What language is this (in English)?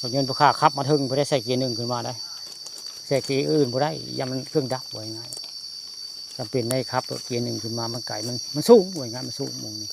Northeastern Thai